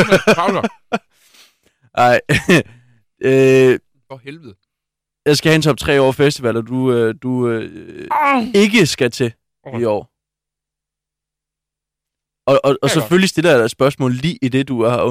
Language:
Danish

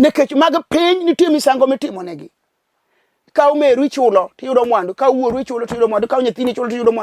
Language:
Luo (Kenya and Tanzania)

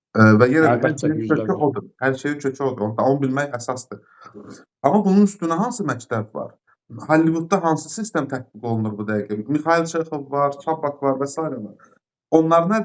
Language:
Azerbaijani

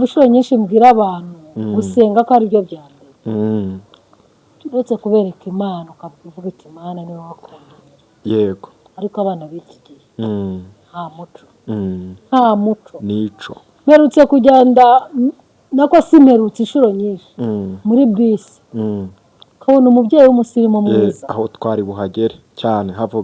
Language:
Kinyarwanda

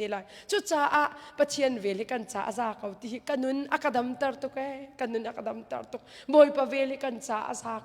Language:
Hakha Chin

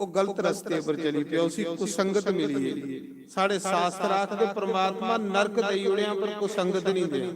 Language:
Dogri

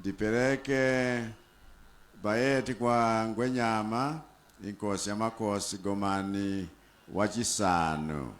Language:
Nyanja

